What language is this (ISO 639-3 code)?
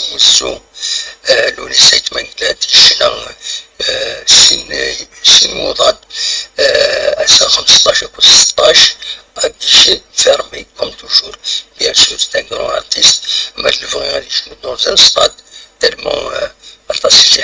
kab